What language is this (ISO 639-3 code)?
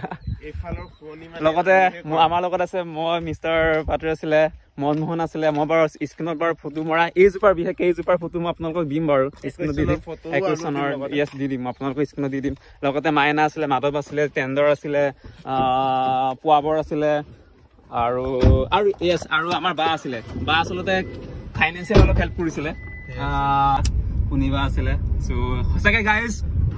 asm